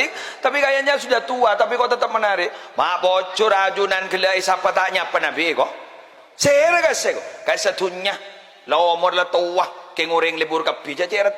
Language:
Madurese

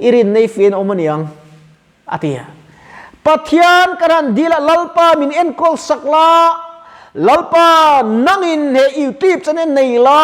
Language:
Mizo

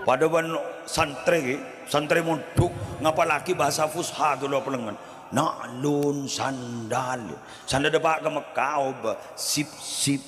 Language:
Madurese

